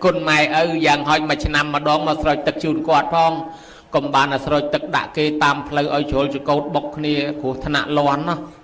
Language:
Khmer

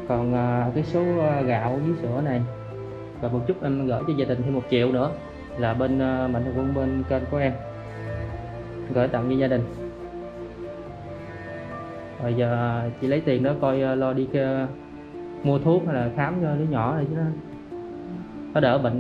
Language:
Vietnamese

